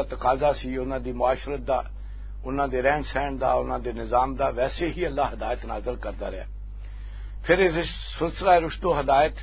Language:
Western Panjabi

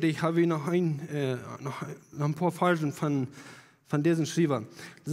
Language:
Plautdietsch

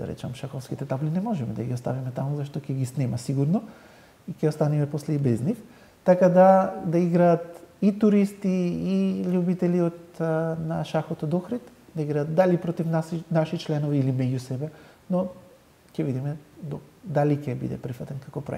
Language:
Macedonian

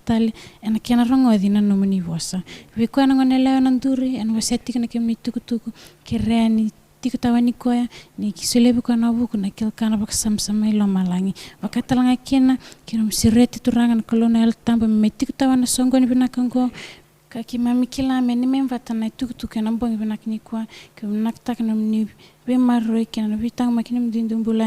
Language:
Fijian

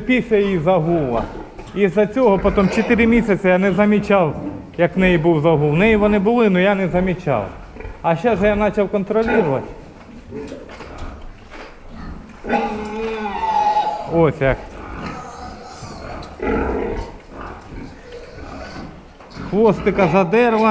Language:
Ukrainian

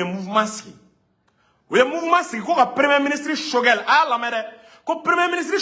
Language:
Bambara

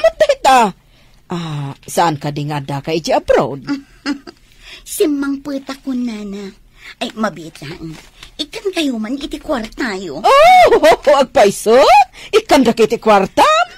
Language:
Iloko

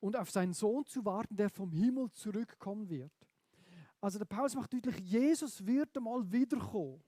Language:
Swiss German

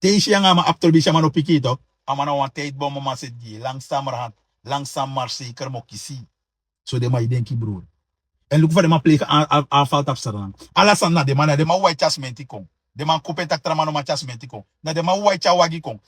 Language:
Sranan Tongo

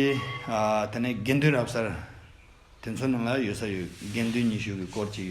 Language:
Tibetan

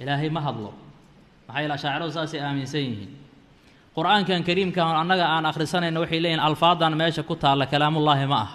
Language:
Somali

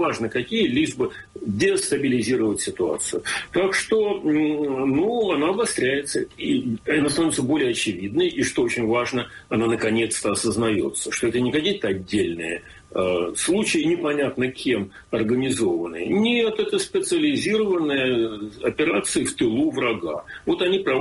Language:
Russian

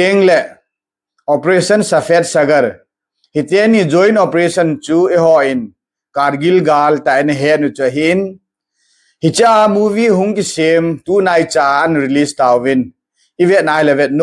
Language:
Thado Chin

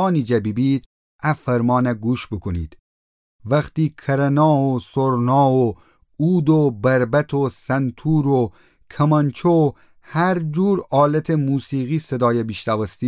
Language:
Gilaki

